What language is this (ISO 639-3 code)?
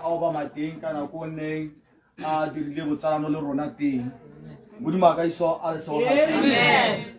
tsn